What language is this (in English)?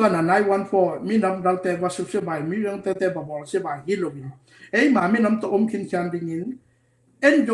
Tedim Chin